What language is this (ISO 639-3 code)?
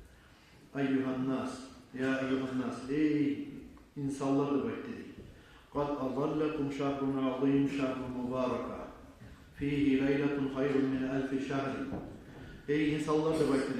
kum